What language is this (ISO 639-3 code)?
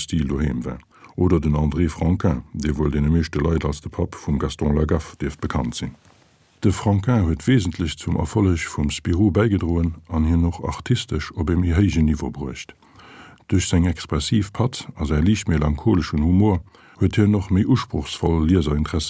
ltz